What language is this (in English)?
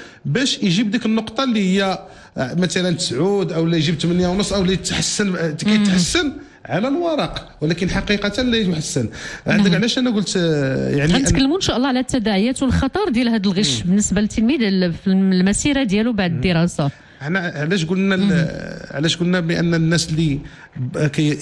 Moroccan Arabic